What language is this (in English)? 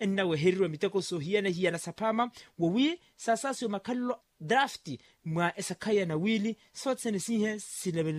Makhuwa